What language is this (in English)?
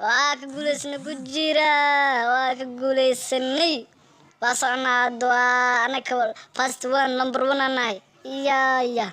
Somali